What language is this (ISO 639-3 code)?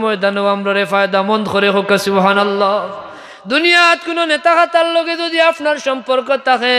syl